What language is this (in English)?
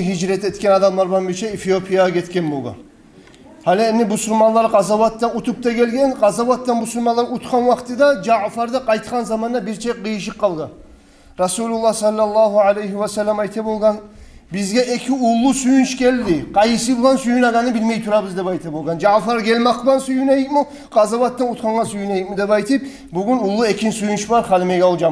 Kumyk